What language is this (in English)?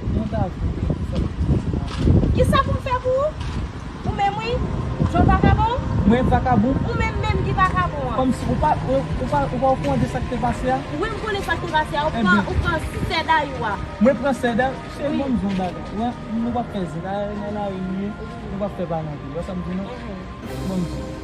Haitian Creole